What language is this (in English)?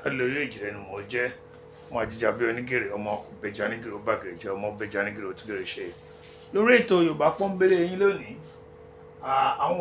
Yoruba